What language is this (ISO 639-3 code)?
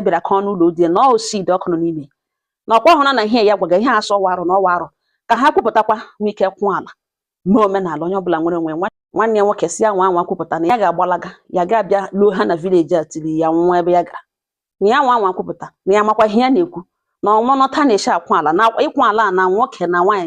ibo